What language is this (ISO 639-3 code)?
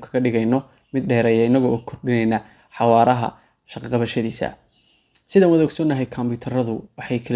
som